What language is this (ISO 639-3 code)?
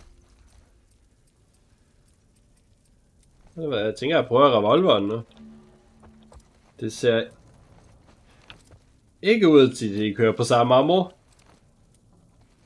dan